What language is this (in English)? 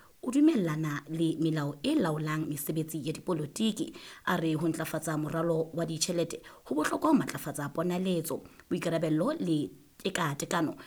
Southern Sotho